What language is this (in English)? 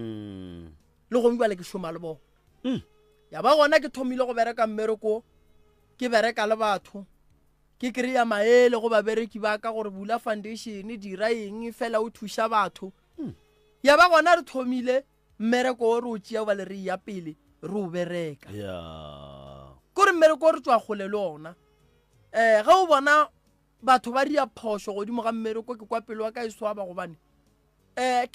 Northern Sotho